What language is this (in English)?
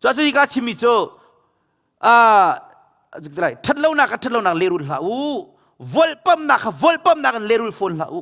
Hakha Chin